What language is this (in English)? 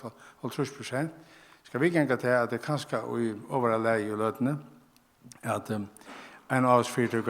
Faroese